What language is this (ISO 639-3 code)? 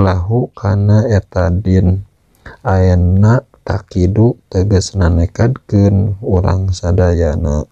sun